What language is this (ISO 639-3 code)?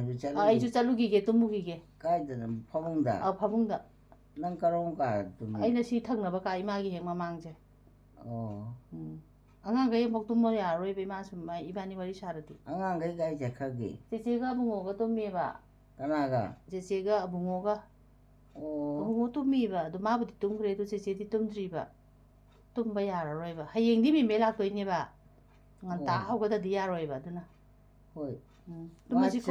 mni